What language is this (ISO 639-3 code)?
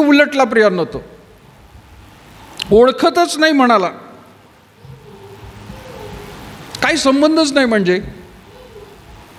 mar